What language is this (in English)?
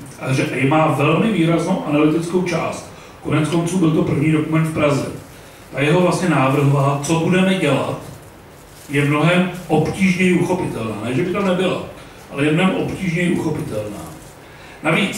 Czech